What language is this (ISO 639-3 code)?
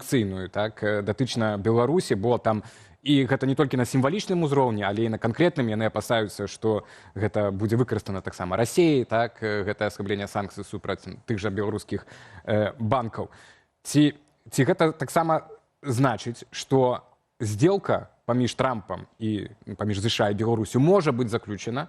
bel